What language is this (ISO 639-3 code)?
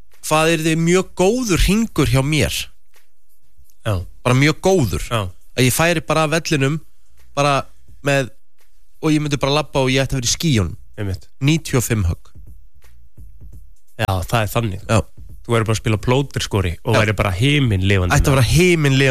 isl